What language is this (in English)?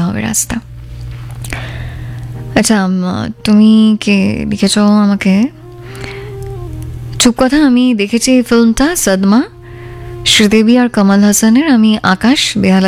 Bangla